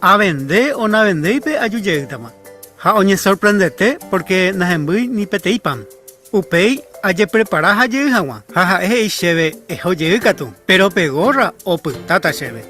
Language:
Guarani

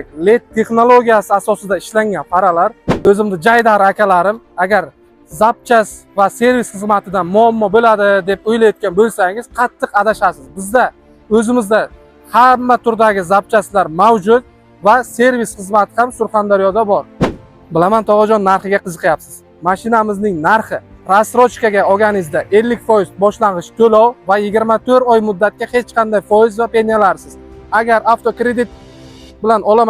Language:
Uzbek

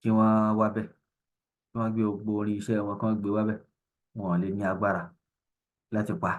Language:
Yoruba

